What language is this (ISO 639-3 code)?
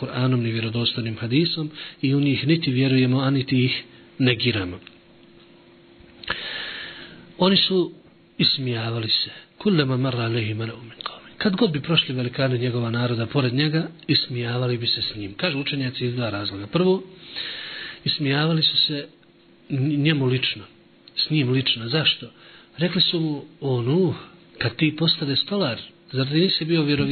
bos